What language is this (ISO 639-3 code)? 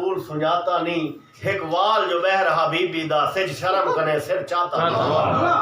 skr